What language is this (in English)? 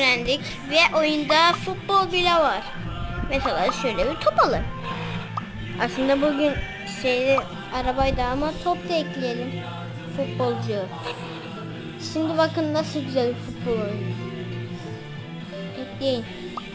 Turkish